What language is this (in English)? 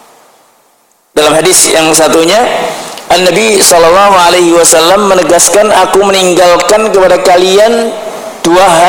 Indonesian